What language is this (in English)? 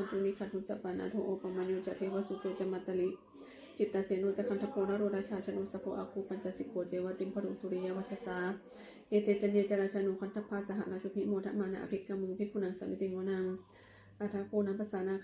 Pali